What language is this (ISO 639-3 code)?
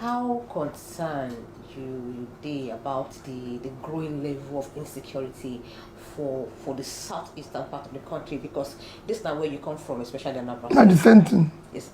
pcm